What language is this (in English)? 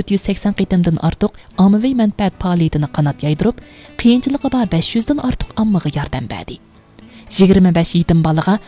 Uyghur